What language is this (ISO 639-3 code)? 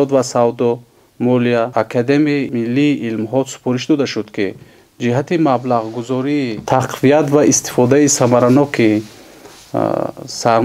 tgk